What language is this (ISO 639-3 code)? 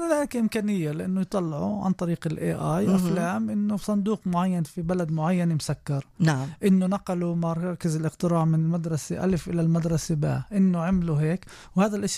apc